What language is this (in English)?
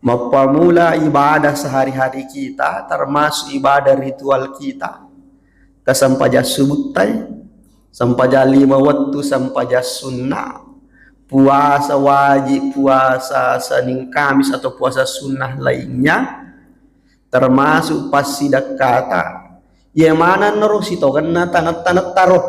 Buginese